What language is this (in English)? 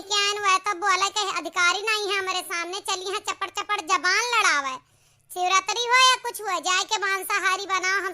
Awadhi